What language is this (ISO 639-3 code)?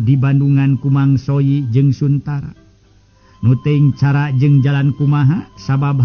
sun